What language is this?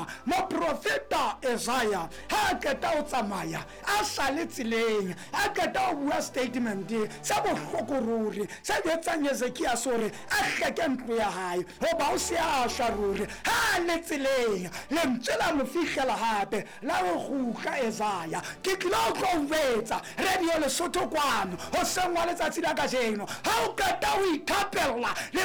Southern Sotho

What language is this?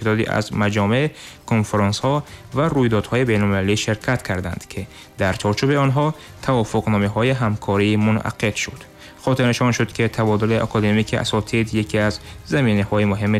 Tajik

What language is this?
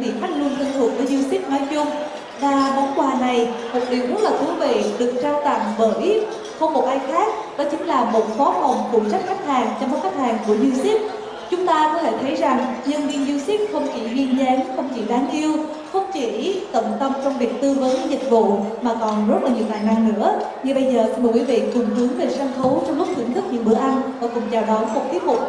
Vietnamese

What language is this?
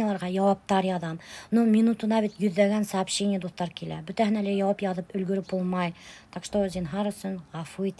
Bashkir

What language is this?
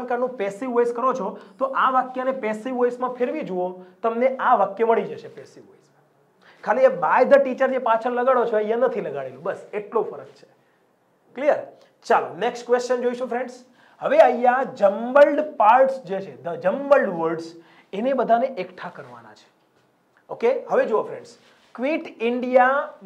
Gujarati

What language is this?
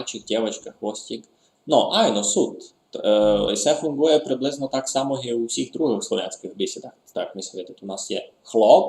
Rusyn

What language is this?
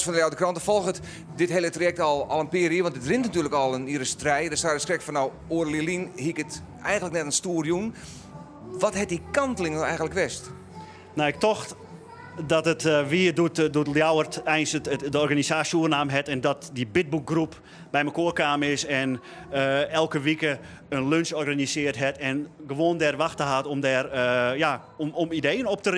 Western Frisian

